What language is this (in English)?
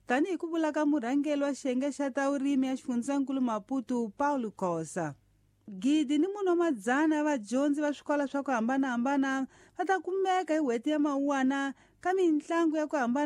Tsonga